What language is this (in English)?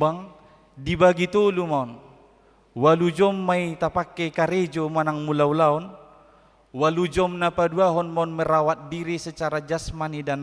Batak Toba